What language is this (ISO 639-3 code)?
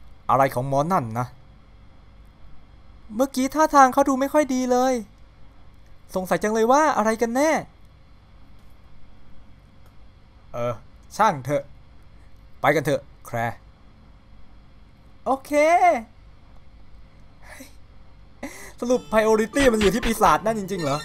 tha